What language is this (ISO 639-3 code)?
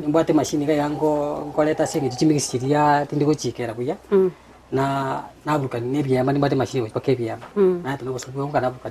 guz